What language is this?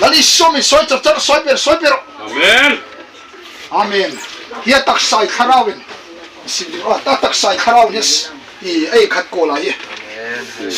Hmar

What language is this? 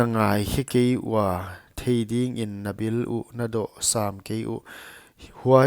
Paite Chin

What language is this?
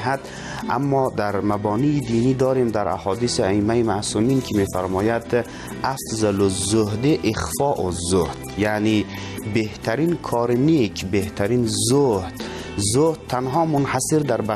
Persian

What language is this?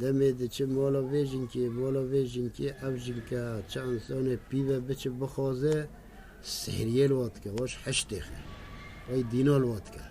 Kurdish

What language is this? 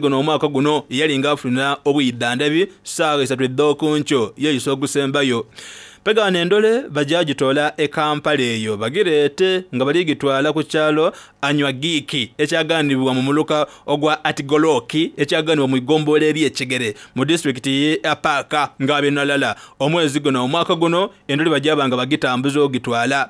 Soga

